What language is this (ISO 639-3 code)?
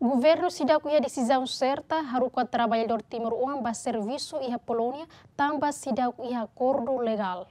tet